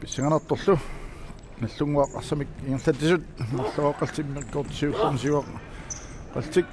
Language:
Kalaallisut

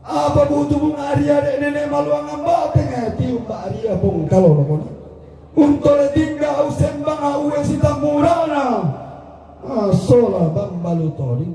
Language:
Toraja-Sa'dan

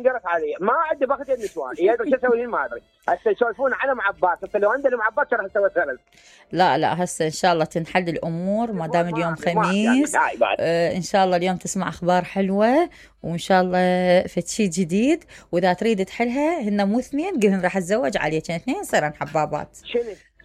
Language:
Mesopotamian Arabic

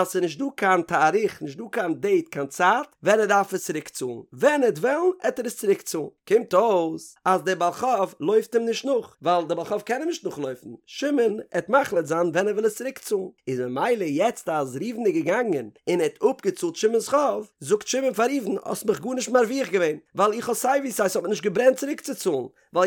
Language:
Yiddish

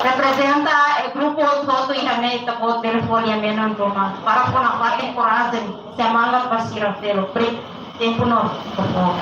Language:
Tetum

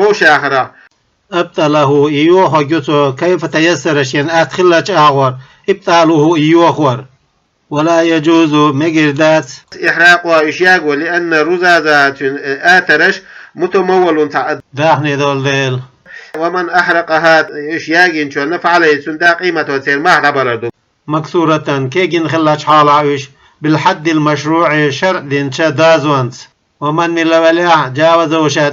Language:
Chechen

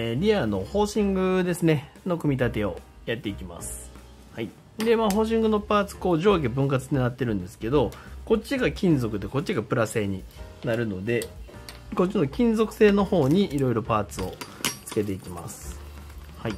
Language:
Japanese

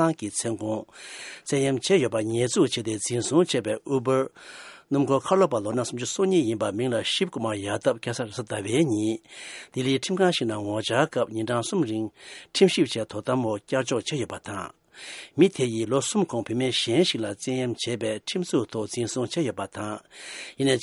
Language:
Tibetan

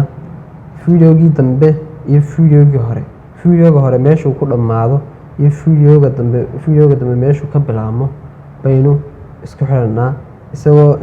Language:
Somali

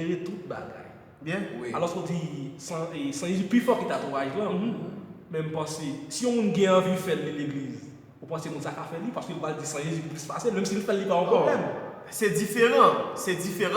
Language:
Haitian Creole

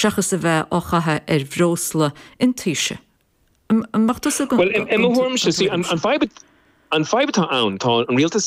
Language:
Irish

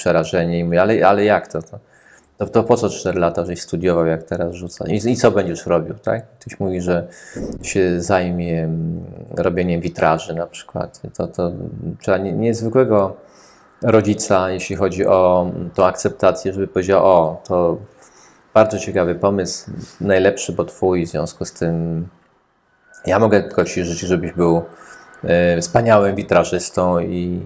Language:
Polish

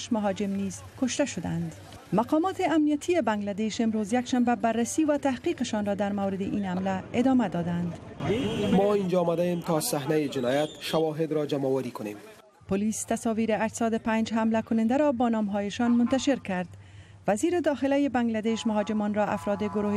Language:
Persian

